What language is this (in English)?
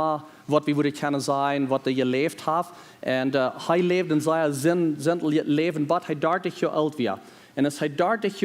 Plautdietsch